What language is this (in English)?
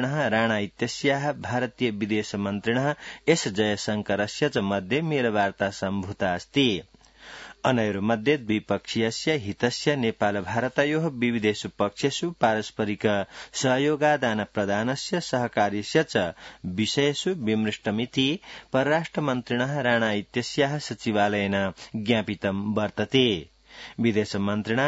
Sanskrit